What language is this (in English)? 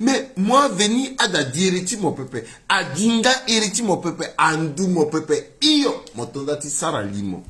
Sango